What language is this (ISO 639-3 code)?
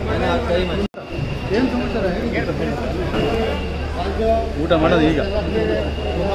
kan